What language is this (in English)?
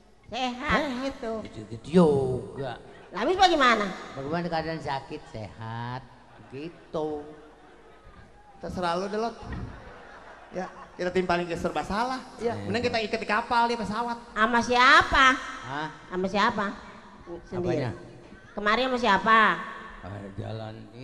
Indonesian